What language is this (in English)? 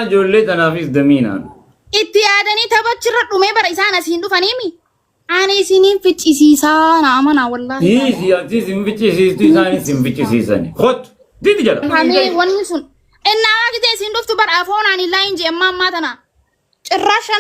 Oromo